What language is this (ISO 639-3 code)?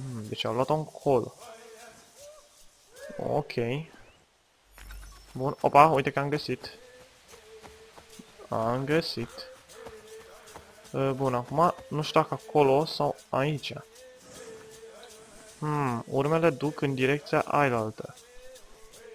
ron